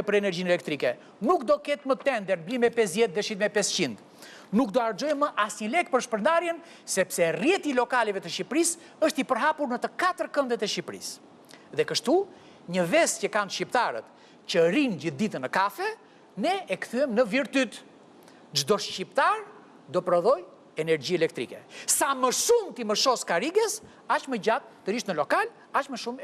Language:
Albanian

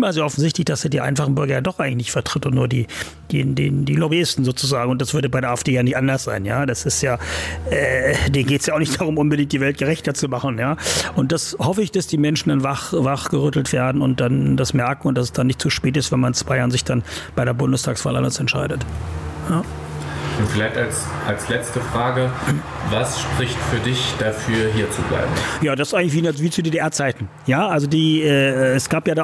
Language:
German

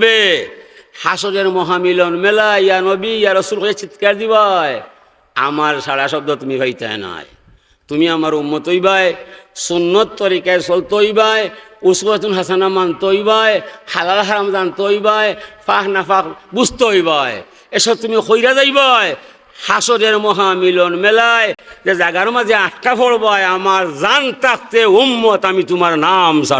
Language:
Sylheti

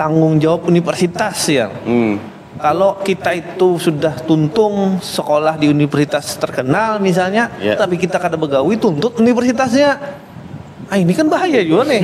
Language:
Banjar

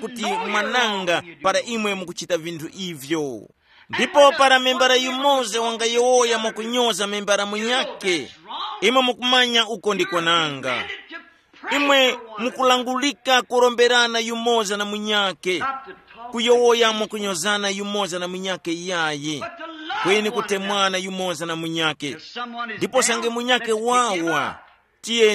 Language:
Tumbuka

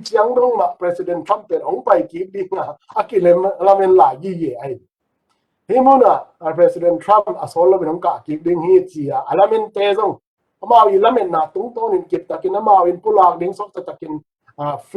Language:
Tedim Chin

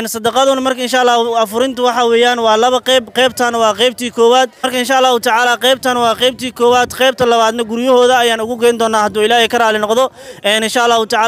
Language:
Somali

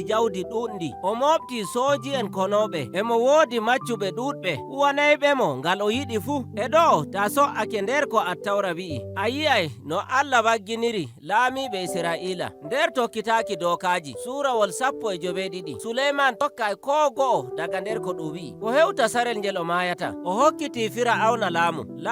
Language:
Nigerian Fulfulde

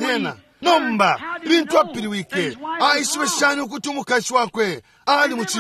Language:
Bemba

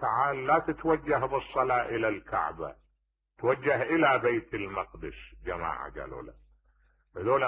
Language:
Mesopotamian Arabic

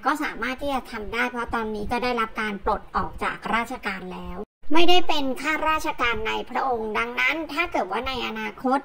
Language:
Thai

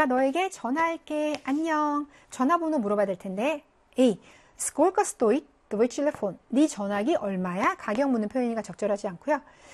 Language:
Korean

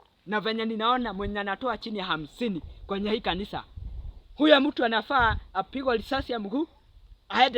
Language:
Swahili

